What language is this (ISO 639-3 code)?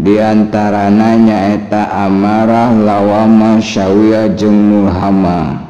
sun